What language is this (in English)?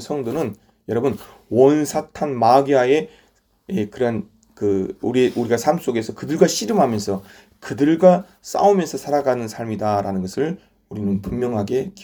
Korean